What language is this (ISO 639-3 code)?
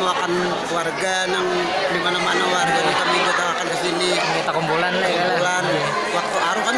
bjn